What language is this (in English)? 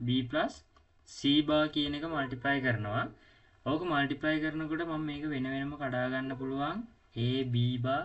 Sinhala